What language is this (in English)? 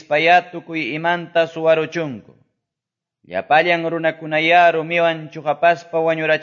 Quechua